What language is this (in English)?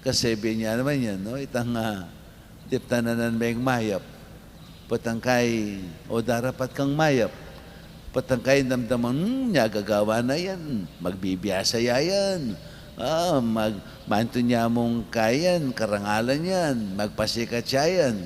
Pampanga